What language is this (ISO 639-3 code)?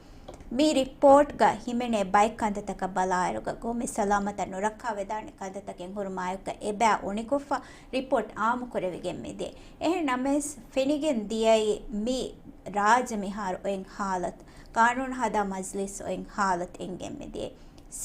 div